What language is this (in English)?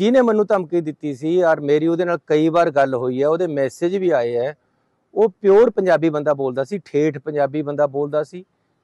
Punjabi